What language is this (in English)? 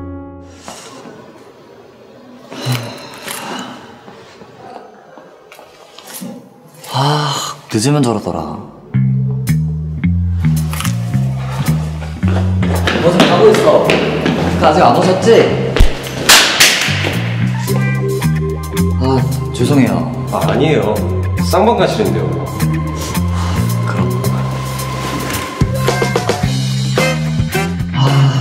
Korean